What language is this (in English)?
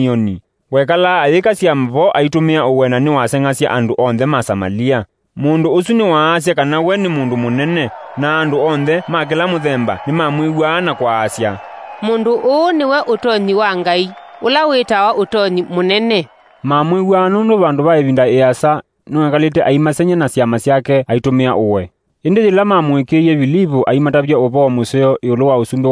Kamba